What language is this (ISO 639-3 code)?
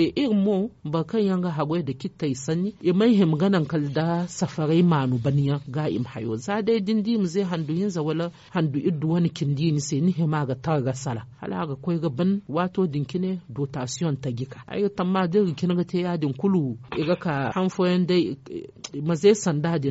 dje